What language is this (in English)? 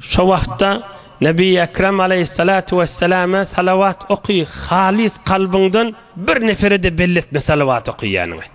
Turkmen